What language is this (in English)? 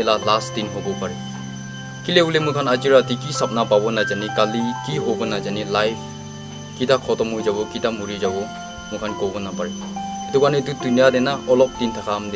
Naga Pidgin